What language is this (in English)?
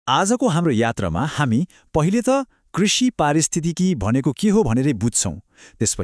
Nepali